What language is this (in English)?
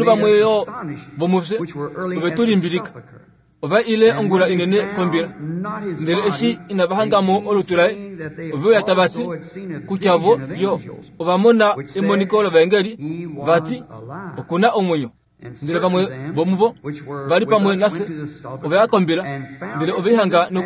Kuanyama